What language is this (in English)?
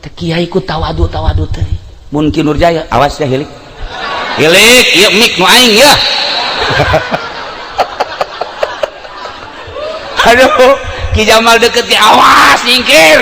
Sundanese